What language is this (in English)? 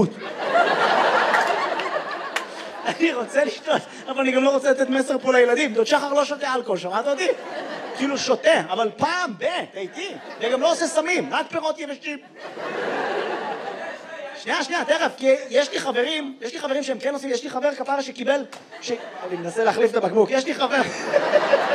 Hebrew